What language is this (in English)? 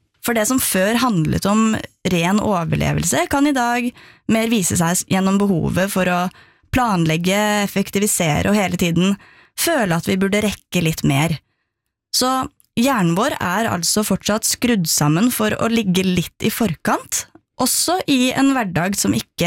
Norwegian